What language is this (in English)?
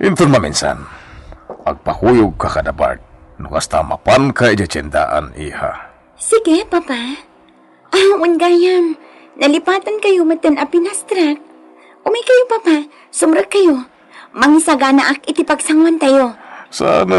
Iloko